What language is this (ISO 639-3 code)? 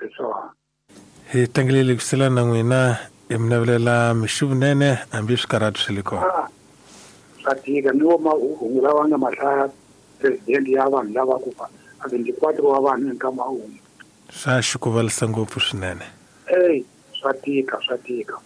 tso